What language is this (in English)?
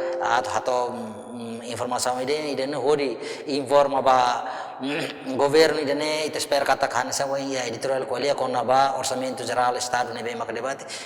Tetum